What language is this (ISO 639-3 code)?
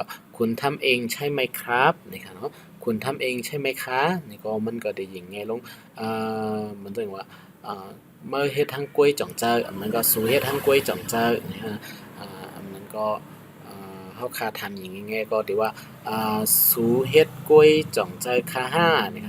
shn